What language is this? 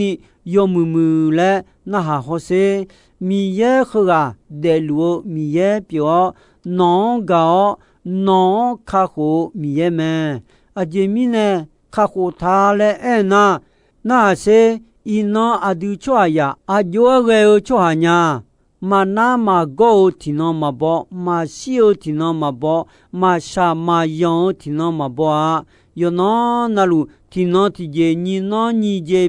Akha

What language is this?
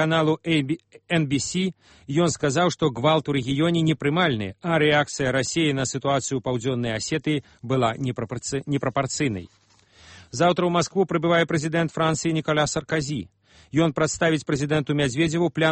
Belarusian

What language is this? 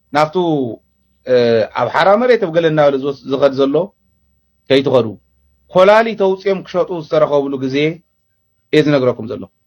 Tigrinya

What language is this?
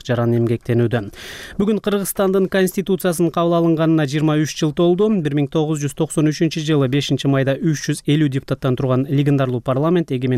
Kyrgyz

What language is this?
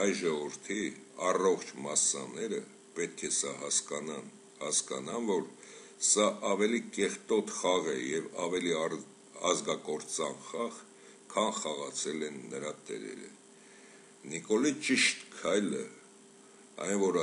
Armenian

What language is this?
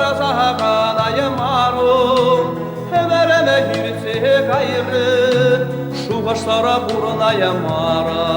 Chuvash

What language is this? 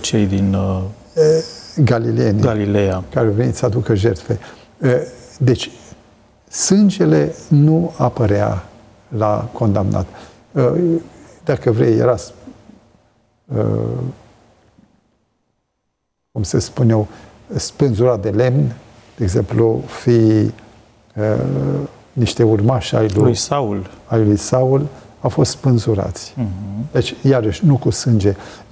Romanian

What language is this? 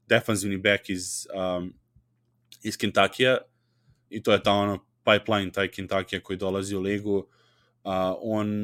Serbian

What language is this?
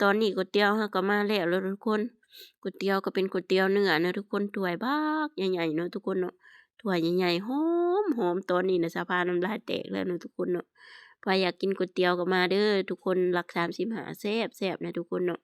Lao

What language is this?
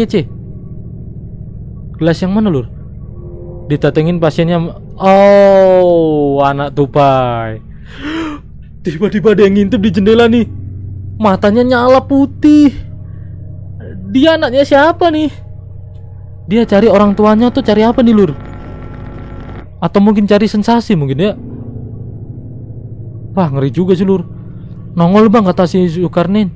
Indonesian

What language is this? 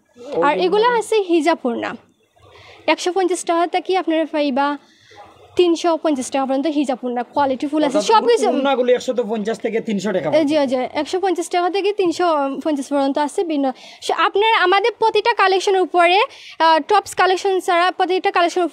Sylheti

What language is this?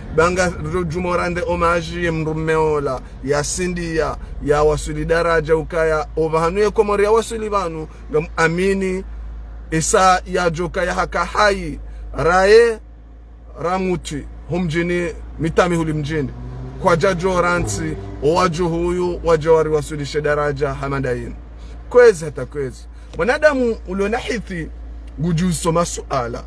Ngazidja Comorian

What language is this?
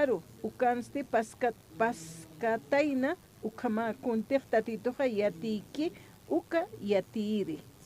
Aymara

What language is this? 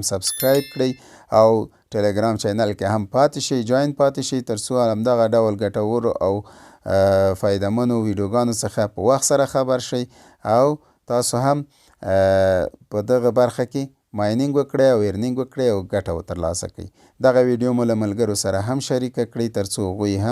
Pashto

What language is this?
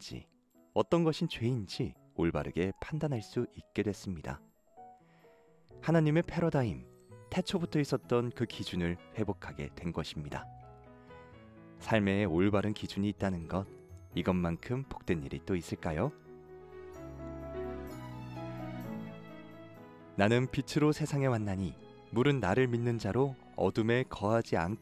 Korean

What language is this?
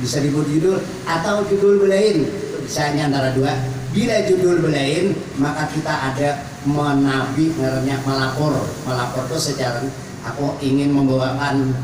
Banjar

